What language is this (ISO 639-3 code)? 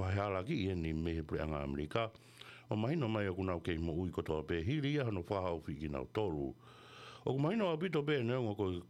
ton